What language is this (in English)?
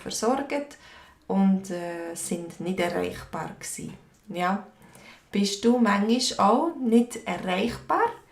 Swiss German